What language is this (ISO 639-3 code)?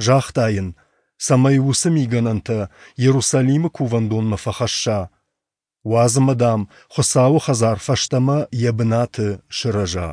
oss